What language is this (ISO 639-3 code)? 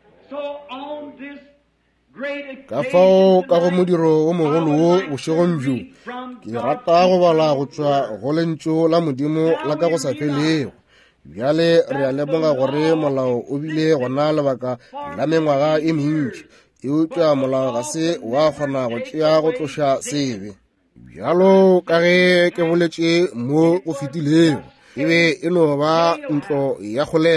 nso